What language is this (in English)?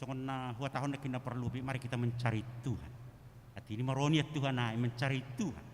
Batak Simalungun